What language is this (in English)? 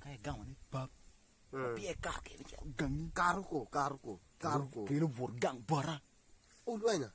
Acoli